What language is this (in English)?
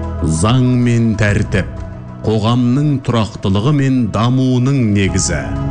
Kazakh